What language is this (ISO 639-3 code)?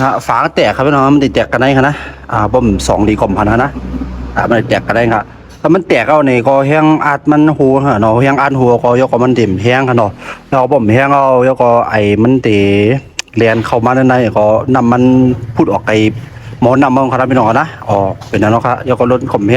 shn